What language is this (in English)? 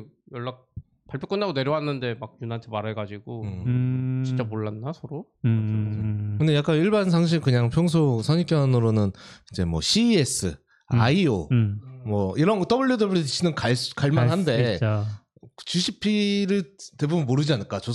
Korean